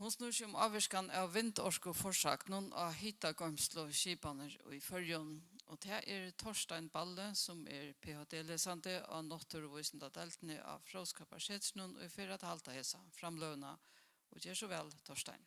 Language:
Faroese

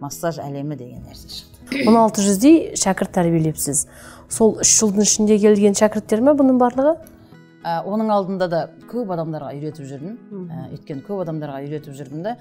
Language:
Kazakh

